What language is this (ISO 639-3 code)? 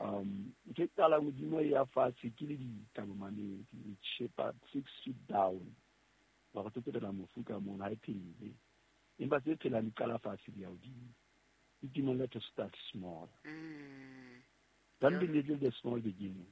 sot